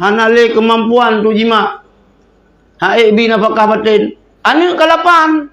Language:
Achinese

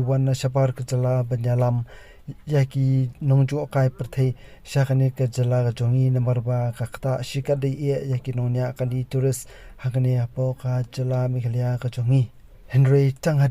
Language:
Khasi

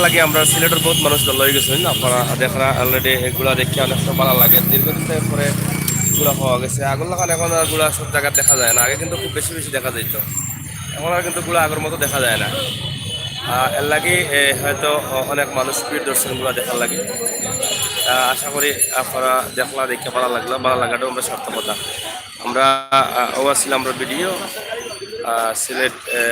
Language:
Sylheti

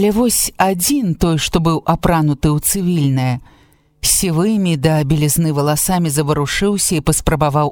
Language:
Belarusian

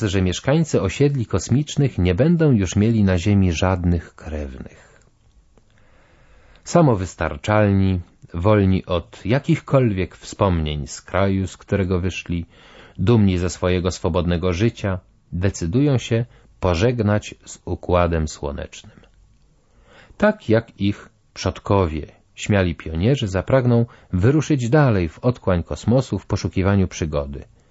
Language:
Polish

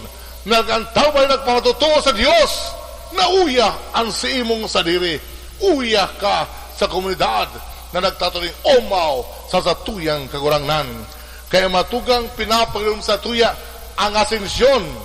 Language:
Bikol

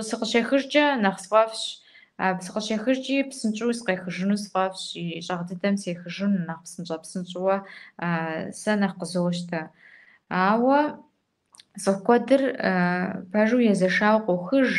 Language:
Kabardian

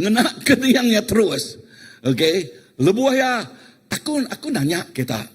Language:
Iban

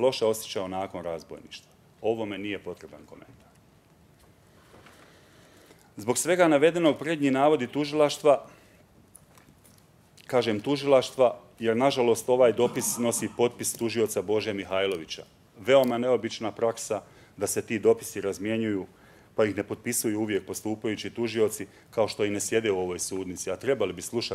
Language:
Bosnian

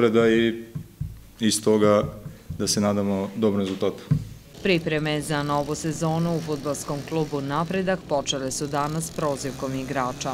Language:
Serbian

